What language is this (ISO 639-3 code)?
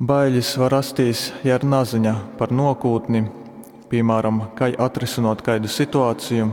ltg